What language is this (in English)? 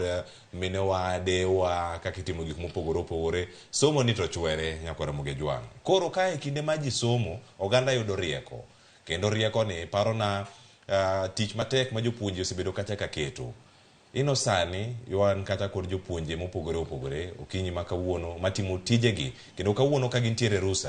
Luo (Kenya and Tanzania)